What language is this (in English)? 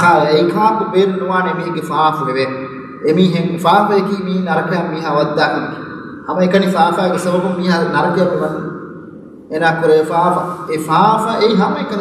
Divehi